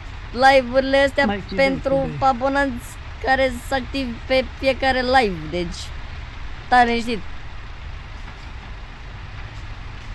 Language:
Romanian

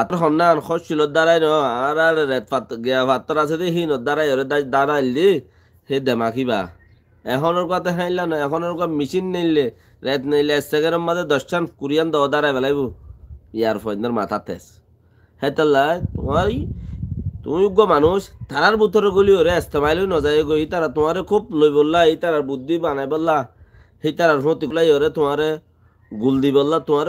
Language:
Rohingya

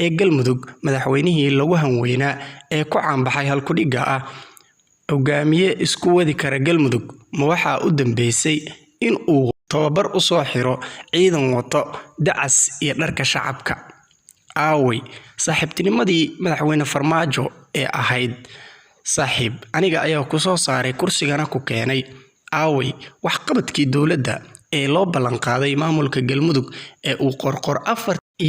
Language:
Somali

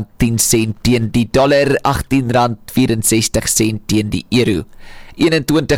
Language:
Afrikaans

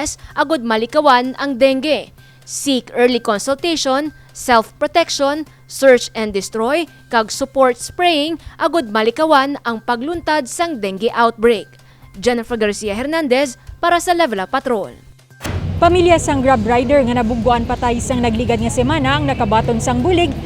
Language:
Hiligaynon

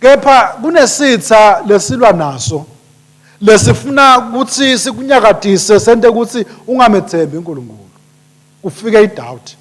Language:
Swati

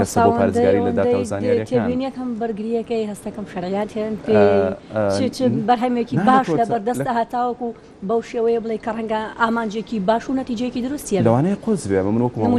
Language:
Central Kurdish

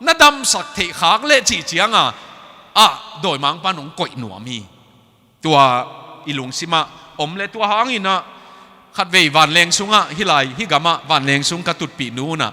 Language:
Tedim Chin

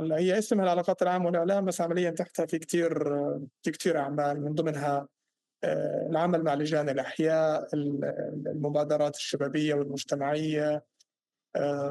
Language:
North Levantine Arabic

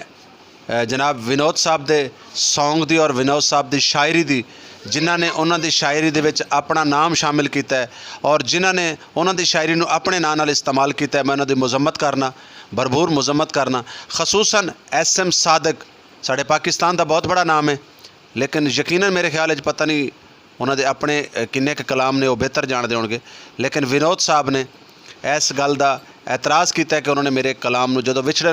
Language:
Saraiki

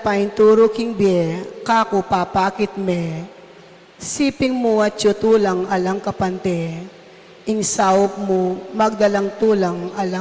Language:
Pampanga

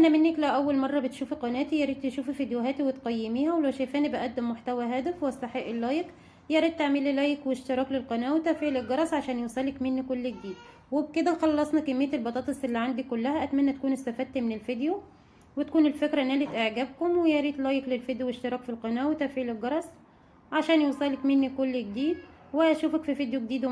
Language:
Egyptian Arabic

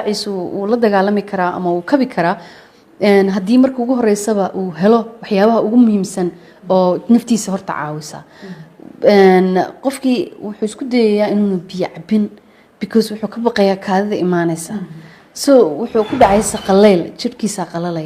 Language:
Somali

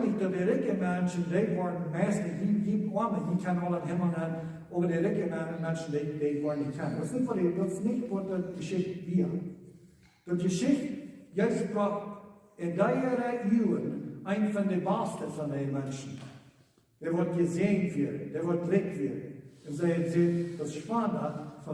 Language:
Plautdietsch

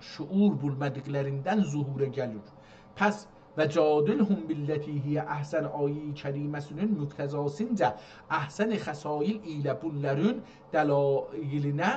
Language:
South Azerbaijani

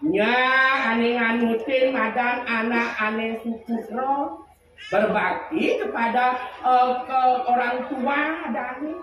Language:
Balinese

